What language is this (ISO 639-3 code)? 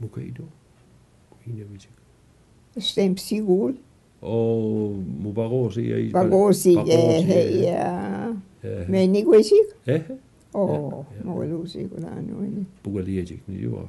mic